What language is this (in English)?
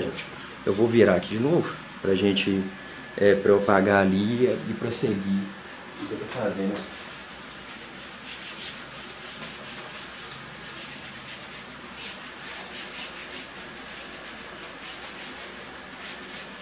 Portuguese